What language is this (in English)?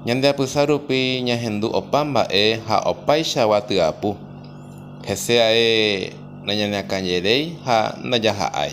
Guarani